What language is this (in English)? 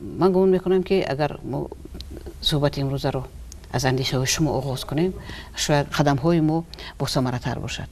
Tajik